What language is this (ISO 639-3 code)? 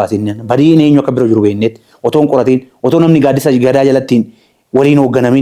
orm